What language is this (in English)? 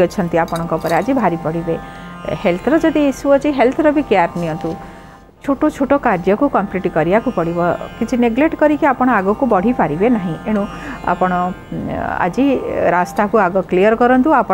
Odia